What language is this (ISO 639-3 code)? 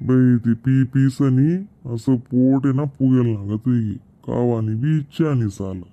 khn